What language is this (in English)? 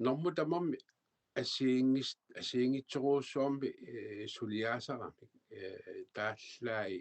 Kalaallisut